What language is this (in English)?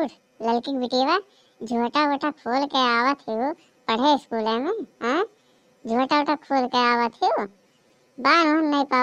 Awadhi